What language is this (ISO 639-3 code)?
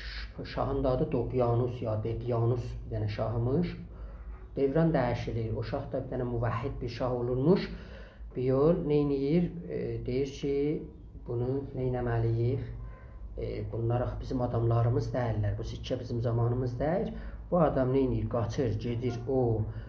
azb